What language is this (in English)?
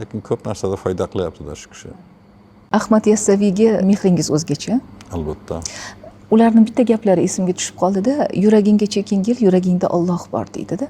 Uzbek